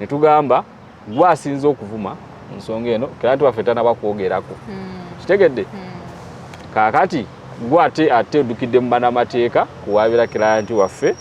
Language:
Ganda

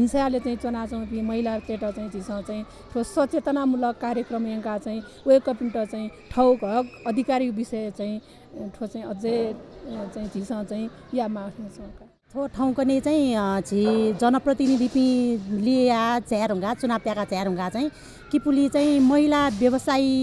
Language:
Newari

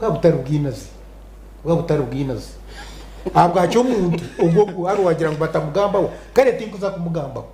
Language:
Nyankole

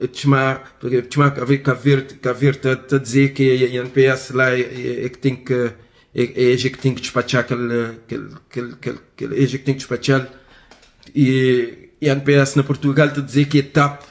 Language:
Kabuverdianu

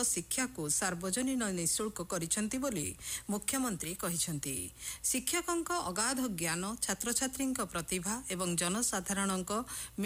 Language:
Odia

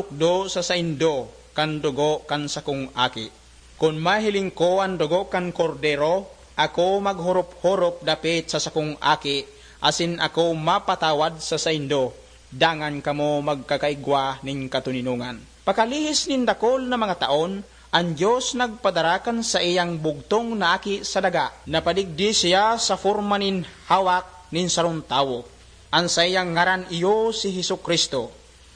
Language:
Bikol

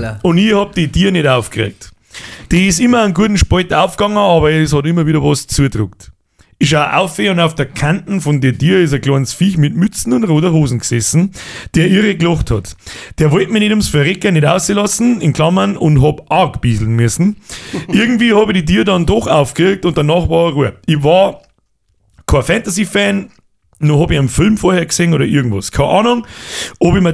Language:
Bavarian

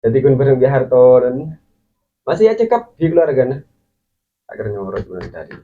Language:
Madurese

